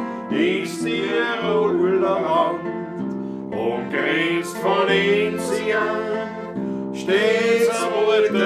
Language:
Bavarian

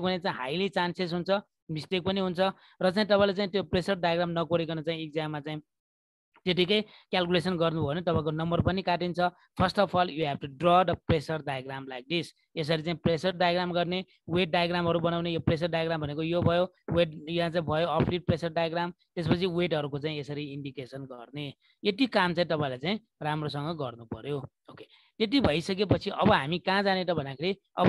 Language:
Nepali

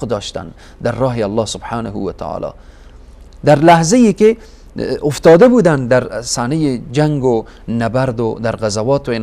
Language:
Persian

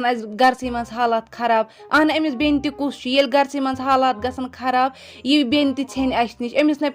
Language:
Kashmiri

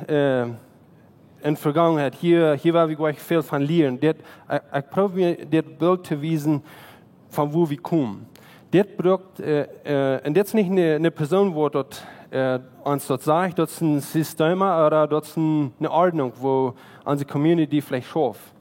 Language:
Plautdietsch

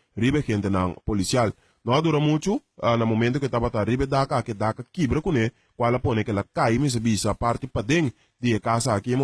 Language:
Papiamento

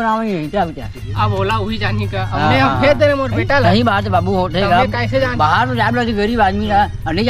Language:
Chhattisgarhi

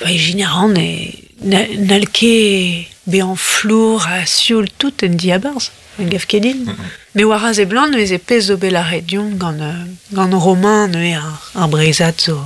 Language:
Breton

